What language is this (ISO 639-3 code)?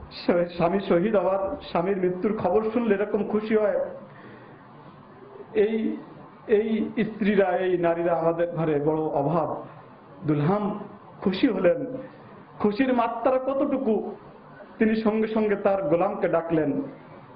ben